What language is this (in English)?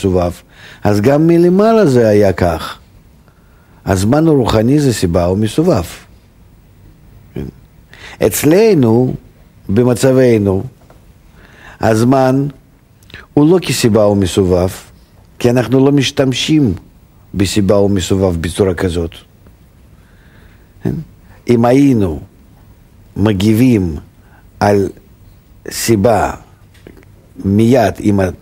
Hebrew